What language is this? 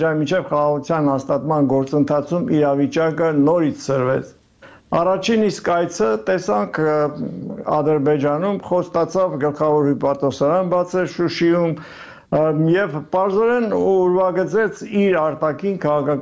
Armenian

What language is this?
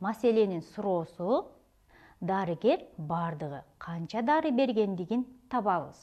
Kyrgyz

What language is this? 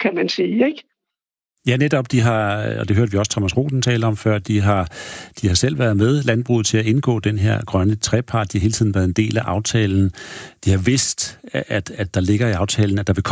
Danish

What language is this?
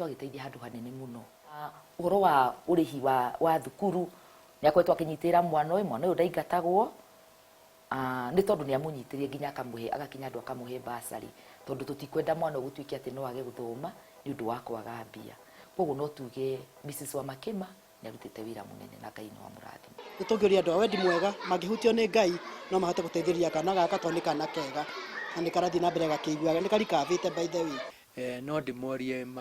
Kikuyu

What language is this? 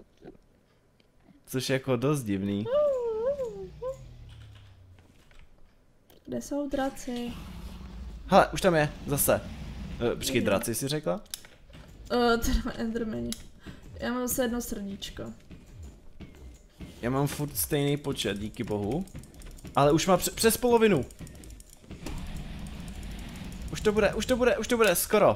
Czech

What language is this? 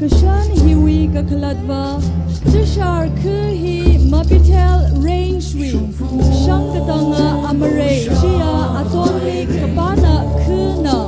Tangkhul Naga (India)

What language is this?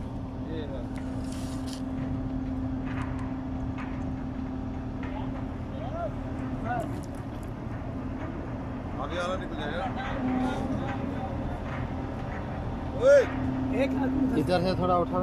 Hindi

